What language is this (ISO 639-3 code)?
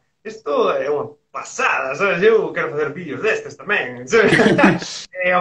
glg